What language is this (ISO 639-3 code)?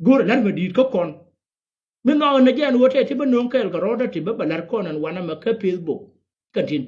nus